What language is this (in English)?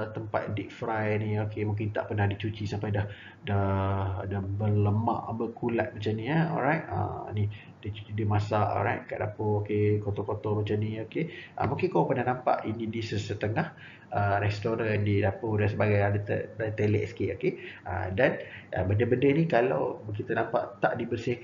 Malay